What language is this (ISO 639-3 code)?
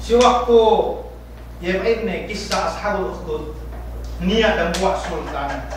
yka